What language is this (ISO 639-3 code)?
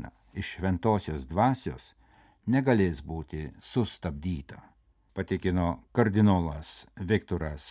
lit